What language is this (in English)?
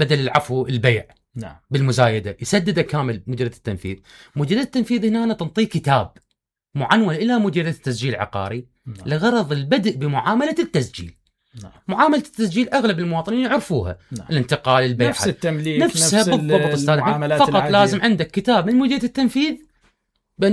Mesopotamian Arabic